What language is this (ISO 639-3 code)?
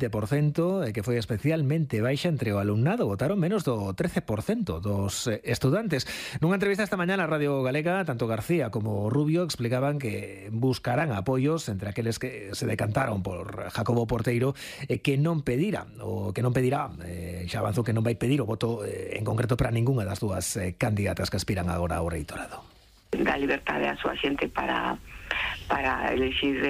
glg